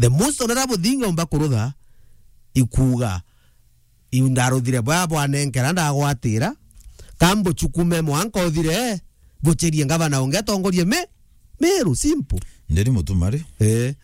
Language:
Meru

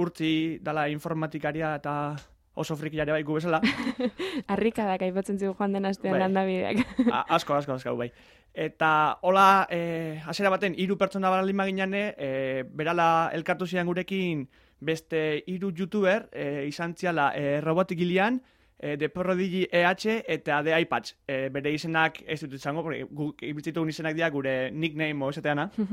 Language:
Basque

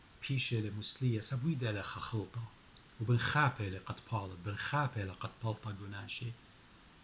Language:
Assyrian Neo-Aramaic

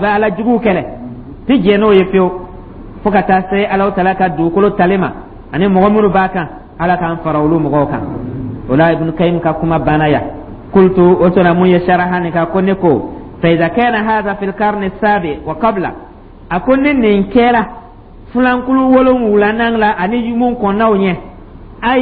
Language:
Dyula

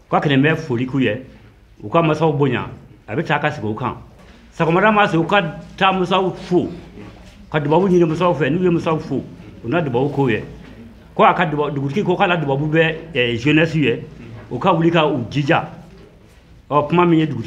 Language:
Bambara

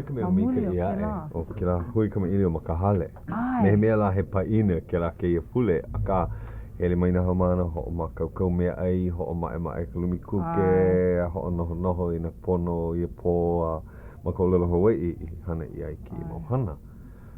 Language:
Hawaiian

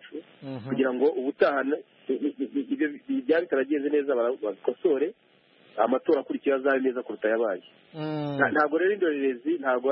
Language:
Kinyarwanda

